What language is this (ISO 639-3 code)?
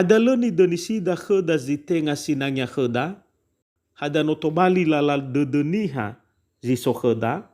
nia